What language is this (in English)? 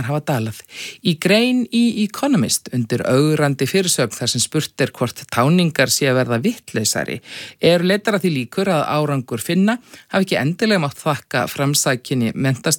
Icelandic